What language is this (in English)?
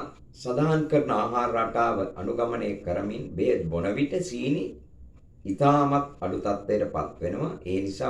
Sinhala